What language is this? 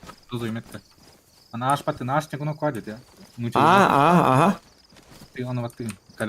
Yakut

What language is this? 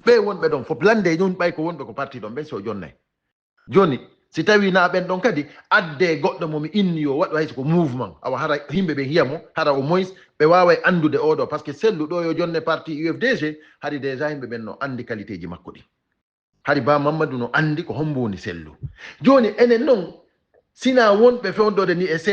Fula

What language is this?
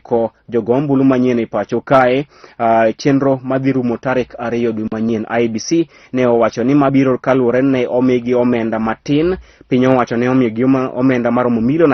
Luo (Kenya and Tanzania)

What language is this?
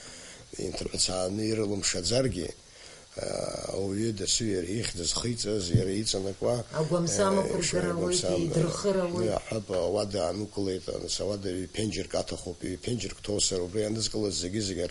Abkhazian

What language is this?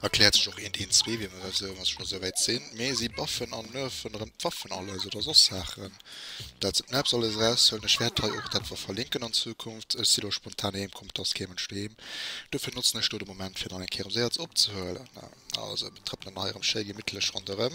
Luxembourgish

